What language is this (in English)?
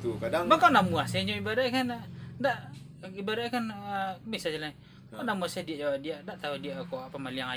Minangkabau